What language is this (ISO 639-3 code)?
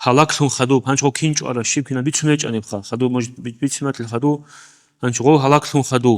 ava